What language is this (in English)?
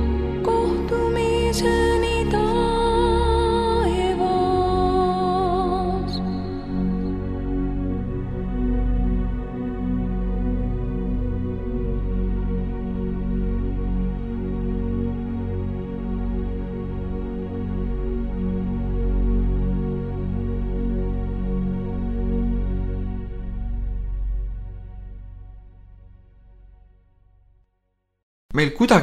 Estonian